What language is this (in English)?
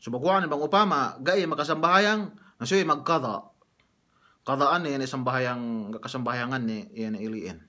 Yakan